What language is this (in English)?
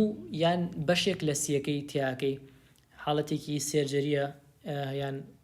Central Kurdish